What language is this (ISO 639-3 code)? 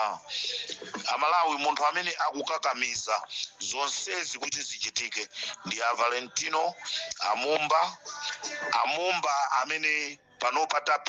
nya